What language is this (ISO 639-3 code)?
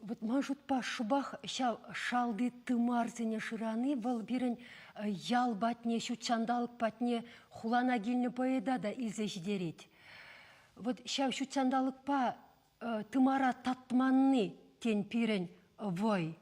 chv